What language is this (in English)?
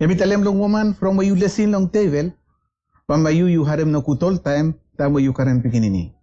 Bislama